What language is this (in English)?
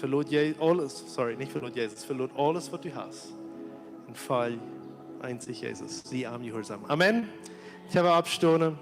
Plautdietsch